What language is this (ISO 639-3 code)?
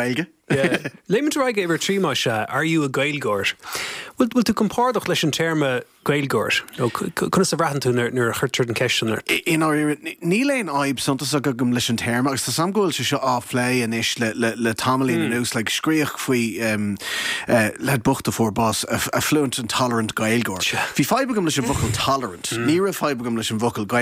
gle